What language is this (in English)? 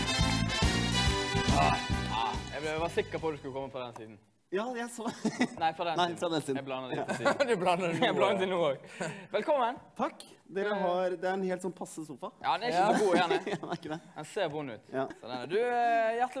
Norwegian